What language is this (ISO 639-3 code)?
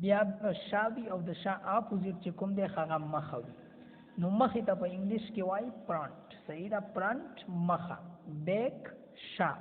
pus